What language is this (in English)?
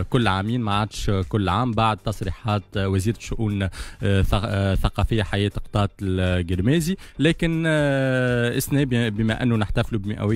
Tunisian Arabic